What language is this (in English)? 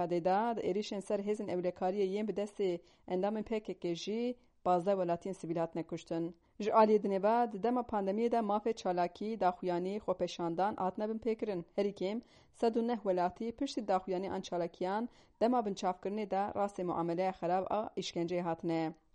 Kurdish